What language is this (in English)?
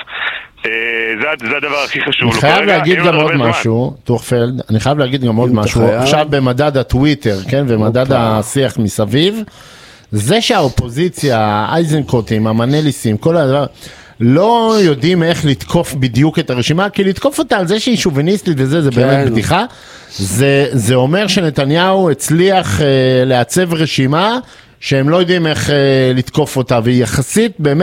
Hebrew